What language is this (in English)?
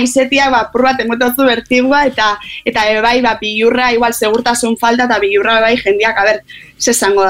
Basque